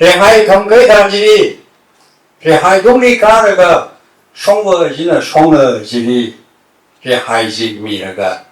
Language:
Tangkhul Naga (India)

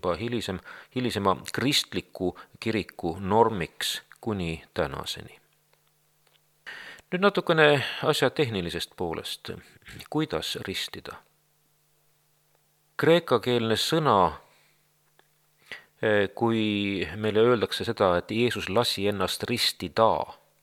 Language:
Estonian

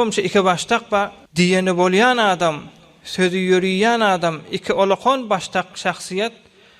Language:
Turkmen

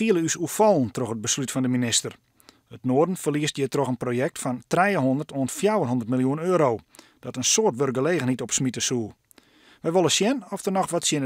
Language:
Western Frisian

